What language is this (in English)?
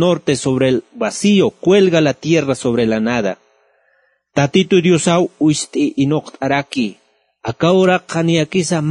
Aymara